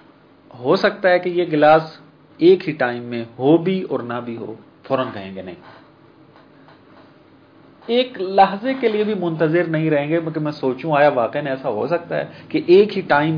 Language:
Urdu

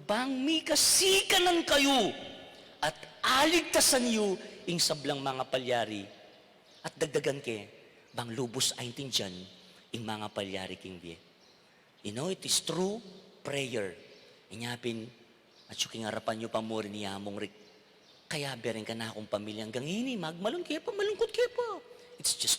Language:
Pampanga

